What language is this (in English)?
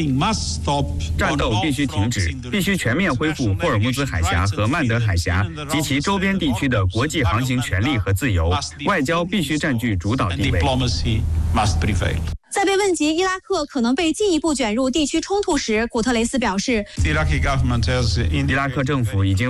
Chinese